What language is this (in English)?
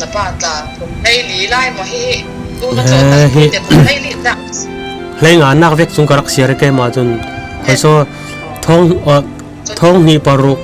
Falam Chin